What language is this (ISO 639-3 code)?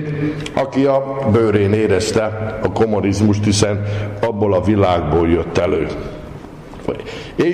hun